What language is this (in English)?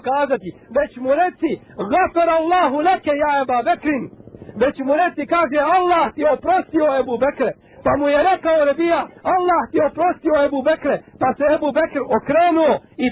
Bosnian